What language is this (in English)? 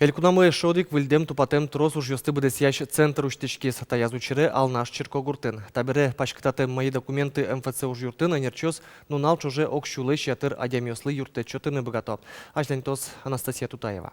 Udmurt